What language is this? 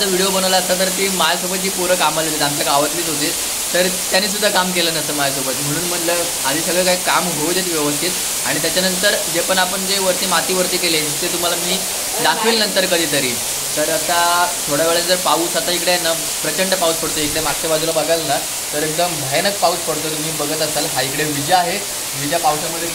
Marathi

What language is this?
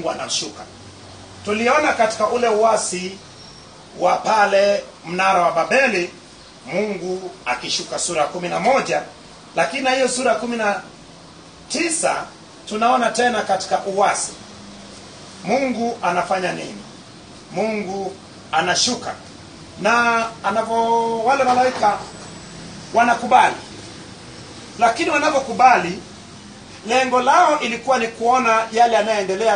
Swahili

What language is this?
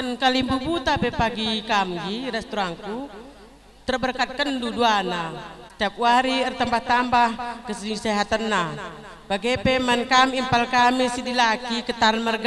Batak Karo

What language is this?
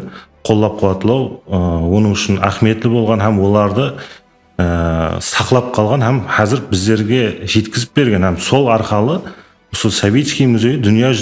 Kara-Kalpak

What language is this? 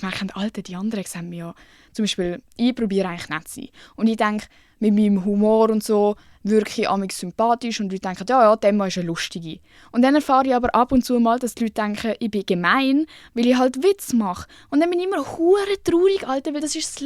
Swiss German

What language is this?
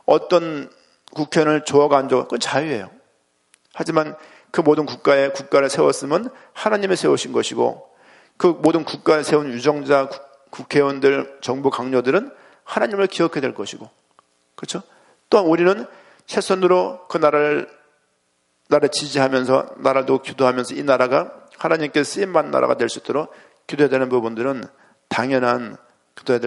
Korean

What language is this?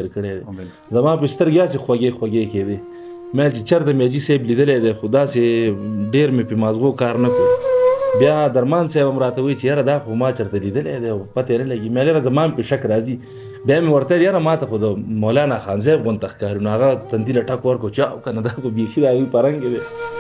Pashto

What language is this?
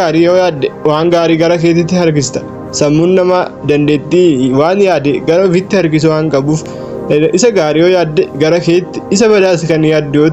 Oromo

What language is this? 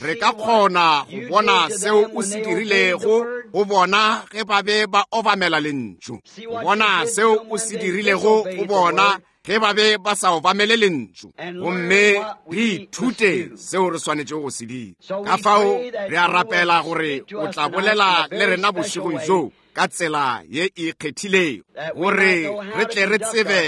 Northern Sotho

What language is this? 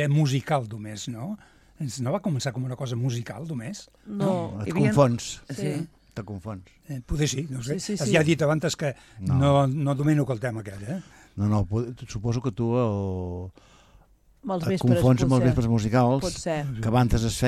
Catalan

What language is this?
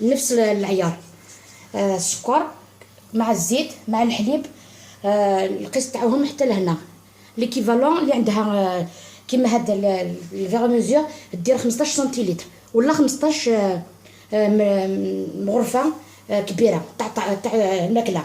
Algerian Arabic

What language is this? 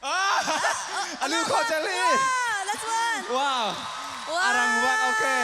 Hakha Chin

